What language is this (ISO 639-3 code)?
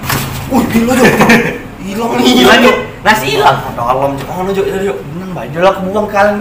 mui